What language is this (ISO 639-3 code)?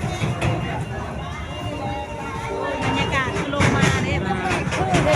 lao